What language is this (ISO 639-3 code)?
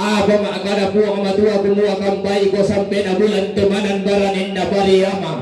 sda